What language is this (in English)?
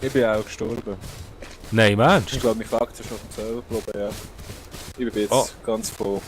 Swiss German